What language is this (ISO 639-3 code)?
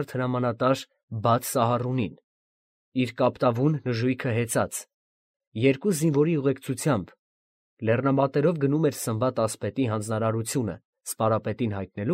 hye